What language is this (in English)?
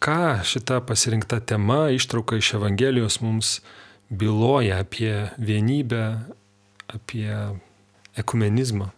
Lithuanian